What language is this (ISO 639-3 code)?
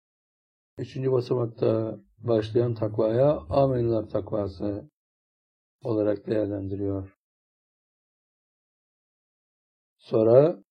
tur